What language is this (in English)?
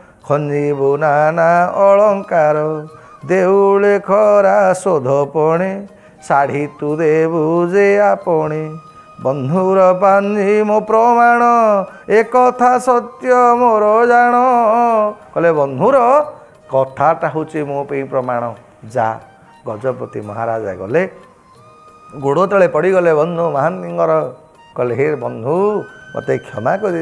Odia